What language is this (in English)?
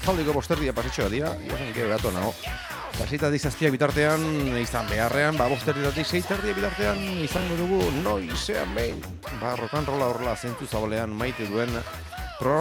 Basque